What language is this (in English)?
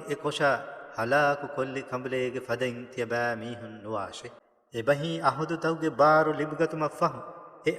Divehi